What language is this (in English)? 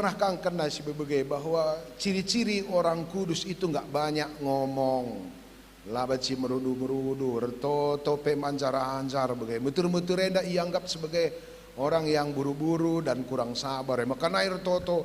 Batak Karo